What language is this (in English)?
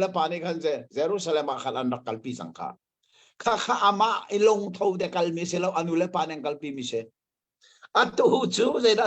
Hakha Chin